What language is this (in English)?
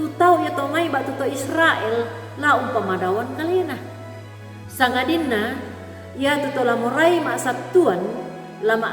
Toraja-Sa'dan